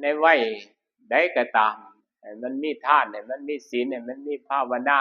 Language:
Northeastern Thai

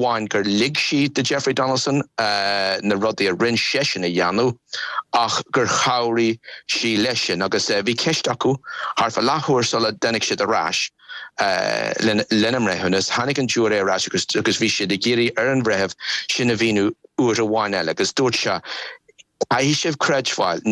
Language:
Irish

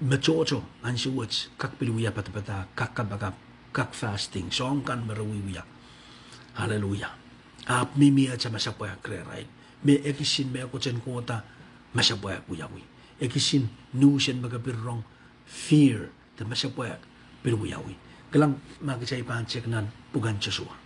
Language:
Pohnpeian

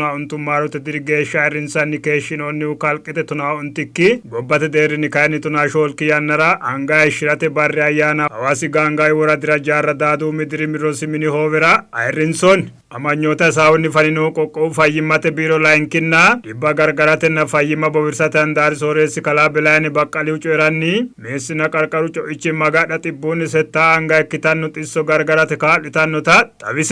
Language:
Sidamo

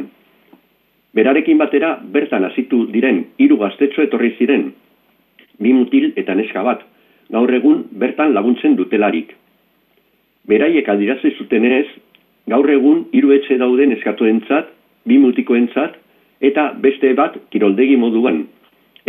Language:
Basque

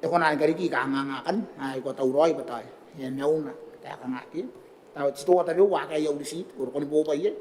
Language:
Gilbertese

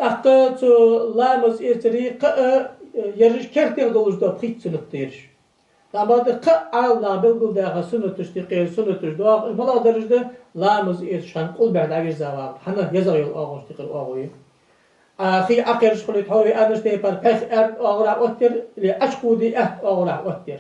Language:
Ingush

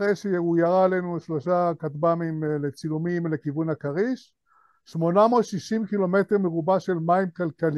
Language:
Hebrew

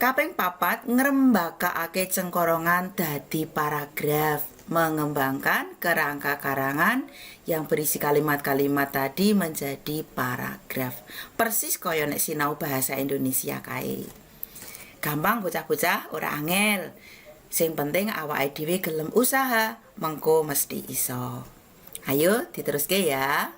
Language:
Javanese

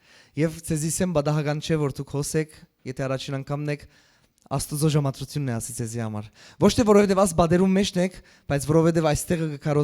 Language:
Western Armenian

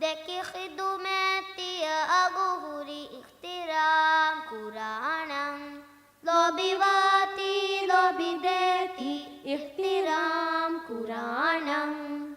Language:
Divehi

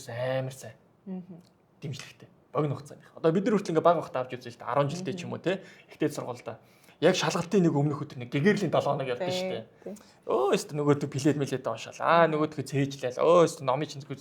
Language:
Mongolian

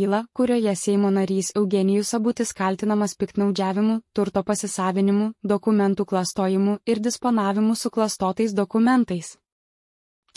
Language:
Lithuanian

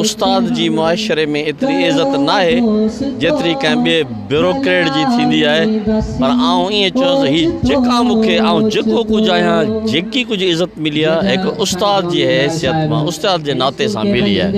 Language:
Sindhi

